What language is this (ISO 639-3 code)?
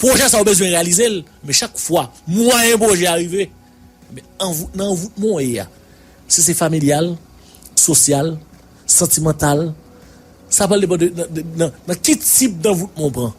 hat